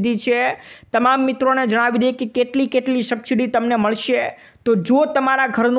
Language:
Gujarati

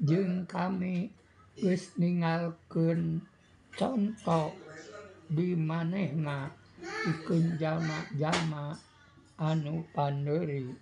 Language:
Sundanese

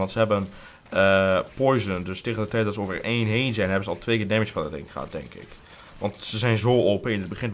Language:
Dutch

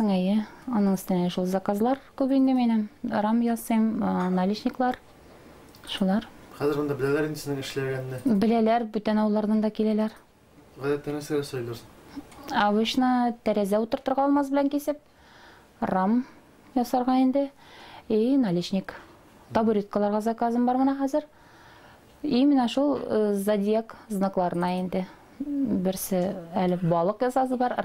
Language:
Tatar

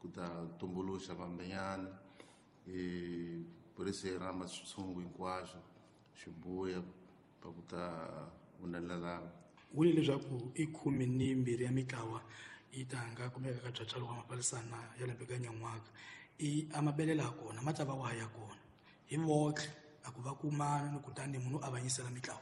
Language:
Tsonga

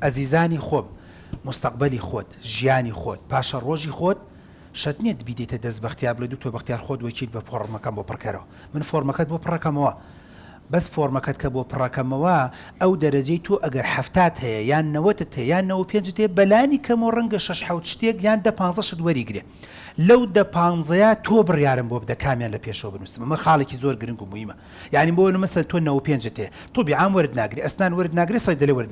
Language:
Central Kurdish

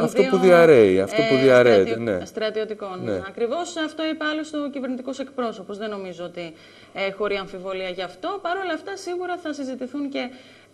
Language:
Greek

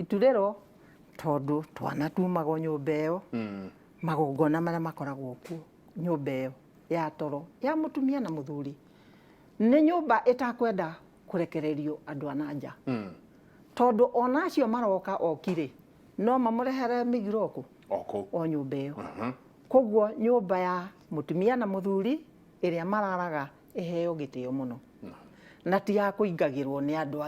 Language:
Kikuyu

